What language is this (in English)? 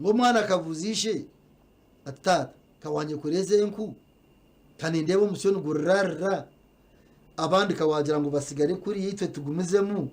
Nyankole